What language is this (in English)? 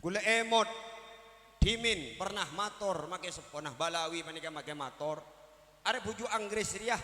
Madurese